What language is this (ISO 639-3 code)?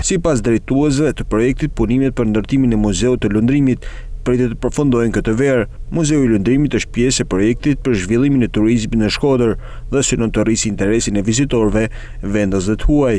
sqi